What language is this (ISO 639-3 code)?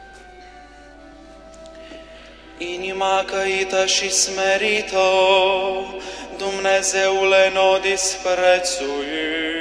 ron